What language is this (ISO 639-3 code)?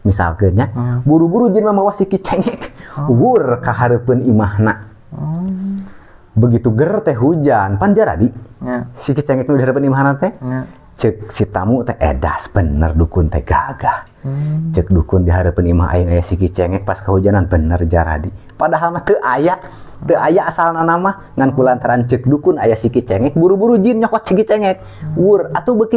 sun